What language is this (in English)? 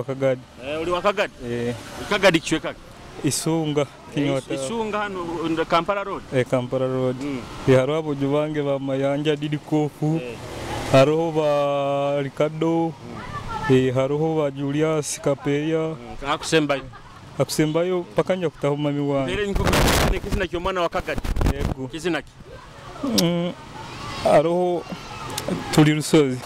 Nyoro